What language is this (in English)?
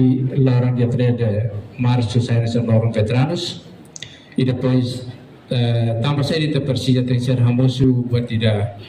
Tetum